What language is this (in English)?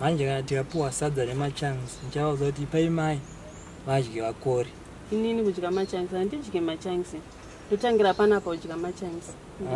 Shona